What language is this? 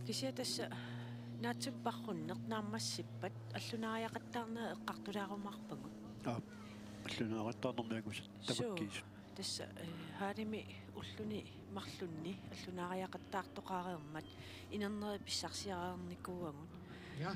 Kalaallisut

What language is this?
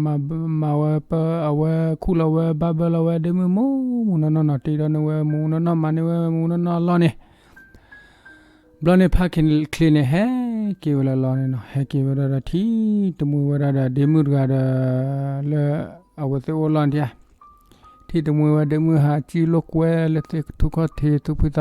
S'gaw Karen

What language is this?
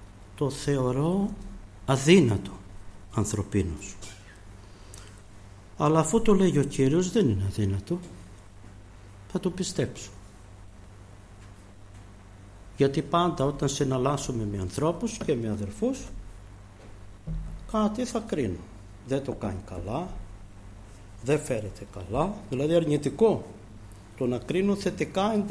Greek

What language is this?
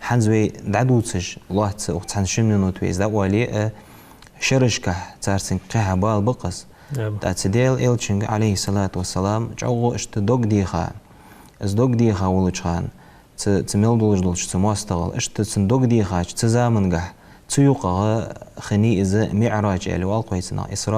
Ingush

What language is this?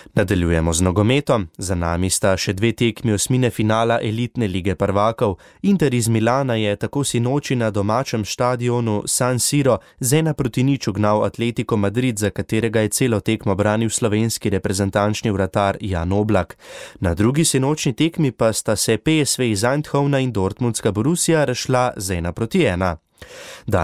Slovenian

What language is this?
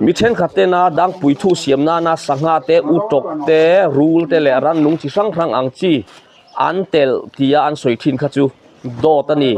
Mizo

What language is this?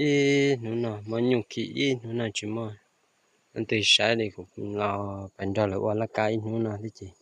Hmong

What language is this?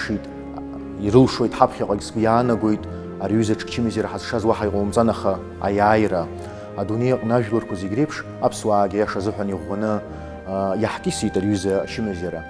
Abkhazian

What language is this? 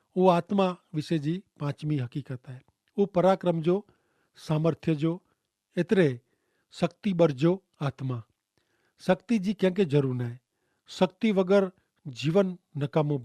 Kachhi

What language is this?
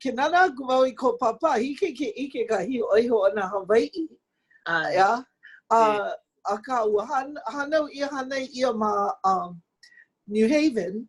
Hawaiian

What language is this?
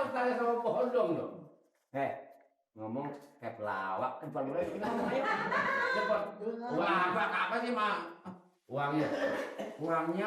Betawi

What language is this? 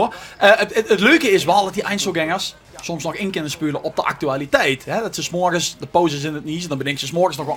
Limburgish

